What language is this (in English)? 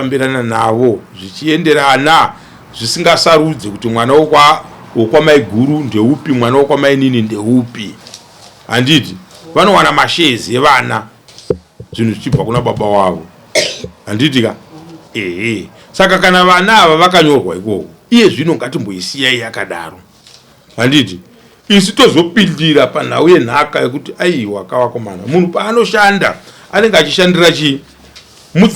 Shona